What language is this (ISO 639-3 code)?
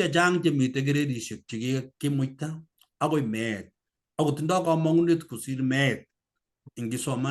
kln